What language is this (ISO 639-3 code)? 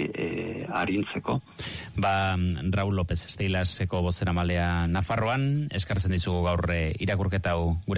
eus